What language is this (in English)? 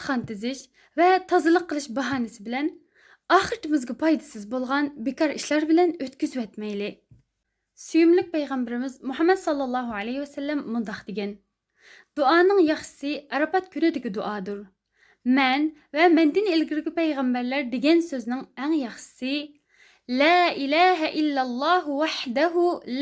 Uyghur